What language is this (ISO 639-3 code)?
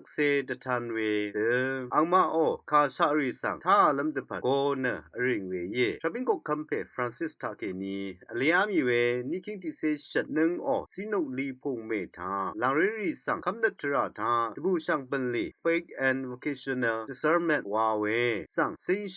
raw